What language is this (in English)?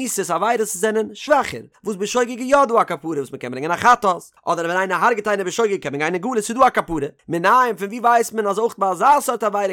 Yiddish